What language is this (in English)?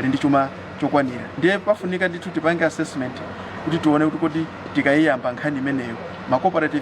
Nyanja